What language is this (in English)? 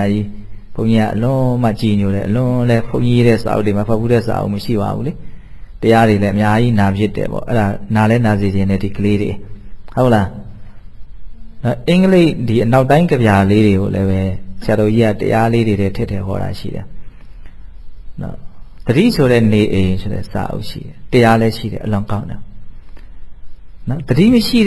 Burmese